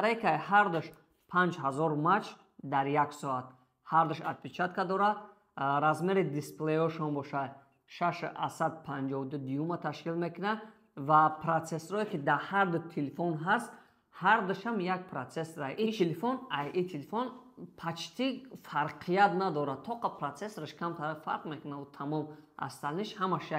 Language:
Tajik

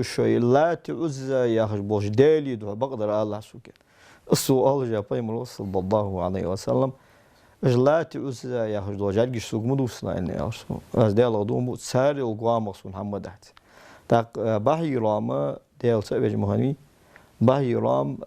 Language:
Ingush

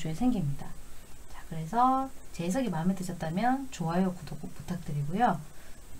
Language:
Korean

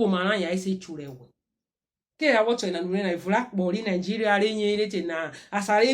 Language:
Urhobo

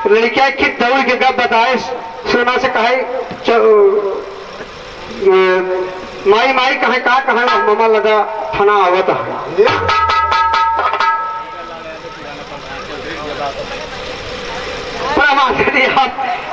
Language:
Bhojpuri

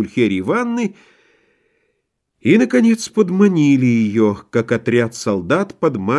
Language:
Russian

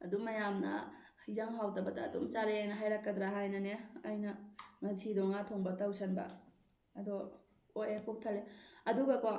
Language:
Manipuri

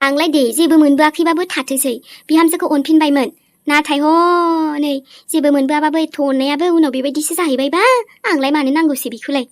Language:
Bodo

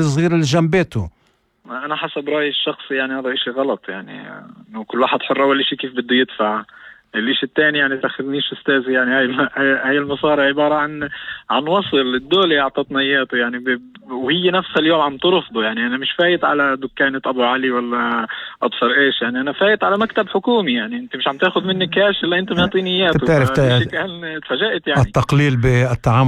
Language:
North Levantine Arabic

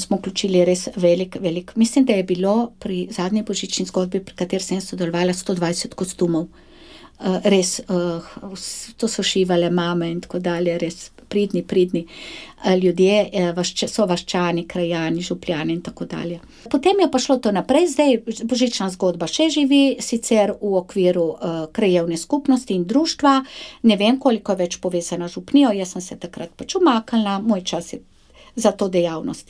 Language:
Slovenian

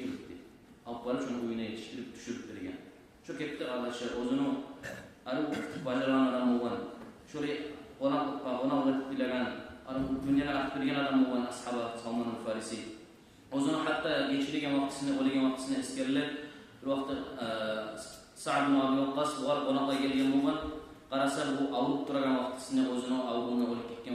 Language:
Kumyk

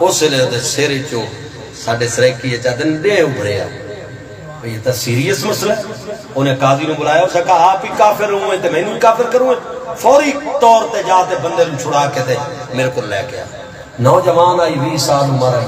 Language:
Saraiki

